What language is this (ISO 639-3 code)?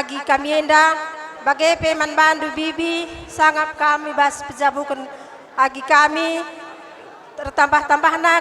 btx